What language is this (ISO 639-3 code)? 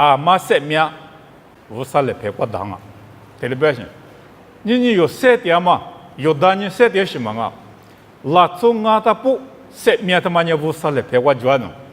lis